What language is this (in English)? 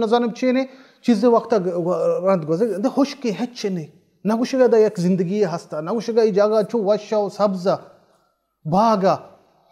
Baluchi